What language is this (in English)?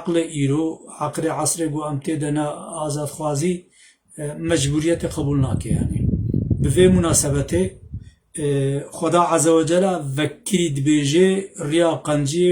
Kurdish